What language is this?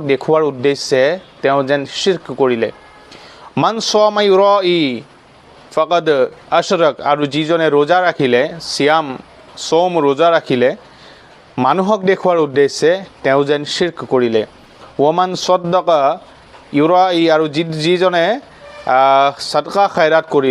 Assamese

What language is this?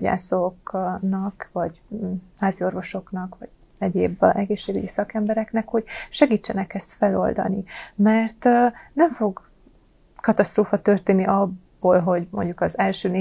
Hungarian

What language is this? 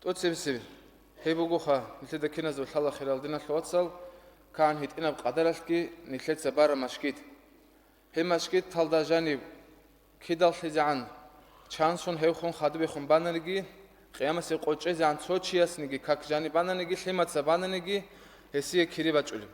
Avaric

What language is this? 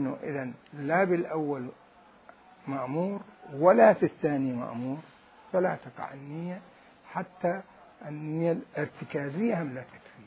Mesopotamian Arabic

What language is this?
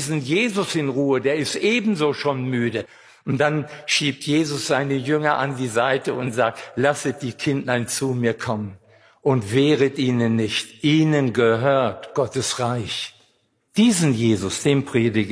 German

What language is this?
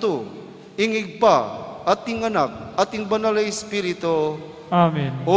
Pampanga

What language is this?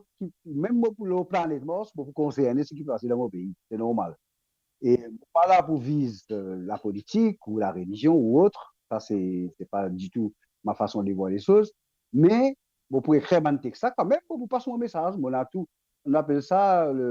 Morisyen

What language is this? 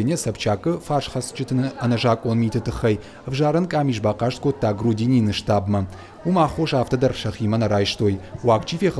Ossetic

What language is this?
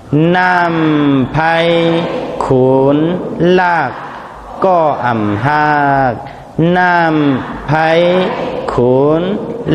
Shan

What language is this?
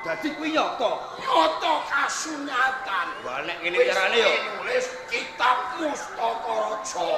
Javanese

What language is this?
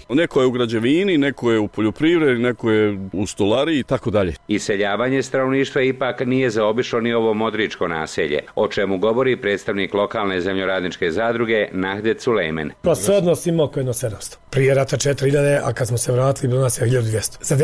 Bosnian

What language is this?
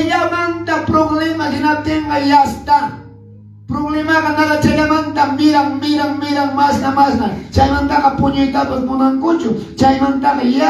Quechua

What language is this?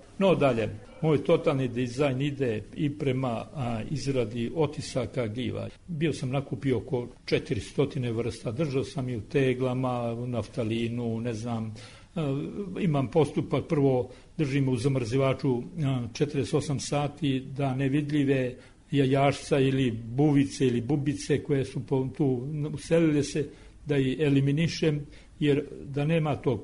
Serbian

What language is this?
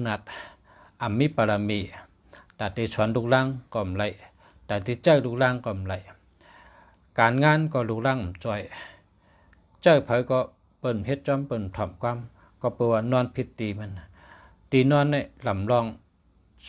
Shan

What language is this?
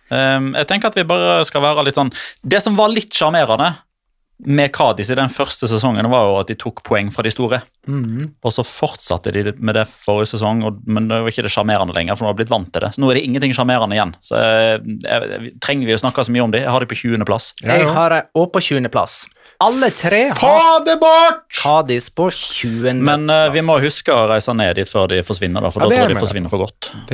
Norwegian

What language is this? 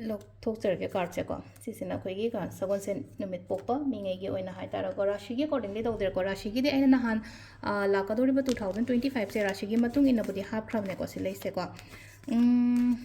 Manipuri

